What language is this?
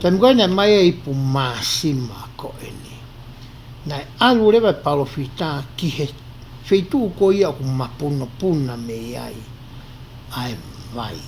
Tongan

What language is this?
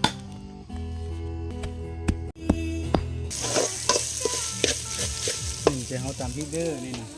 Lao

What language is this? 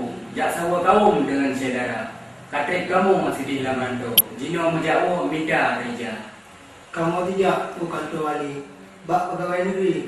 Achinese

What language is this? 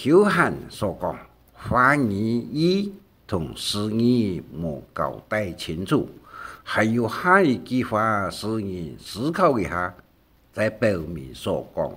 Hakka Chinese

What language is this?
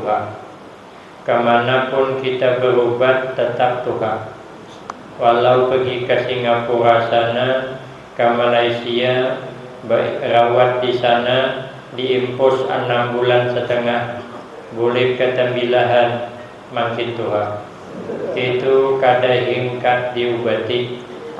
Banjar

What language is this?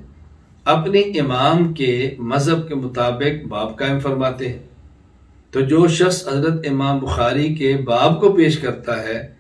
Urdu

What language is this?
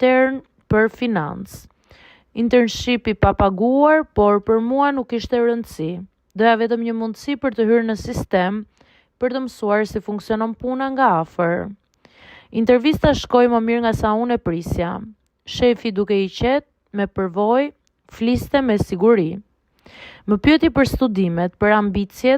Albanian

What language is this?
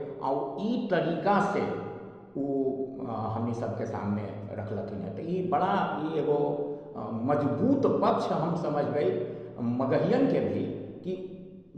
Magahi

